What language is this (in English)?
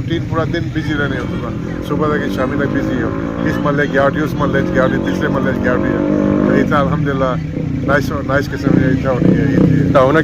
Pahari-Potwari